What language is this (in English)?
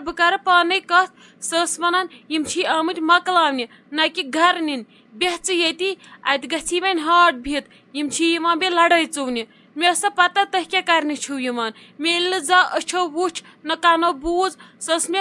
Kashmiri